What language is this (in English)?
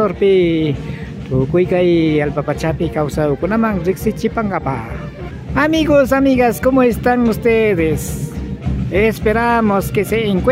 Imbabura Highland Quichua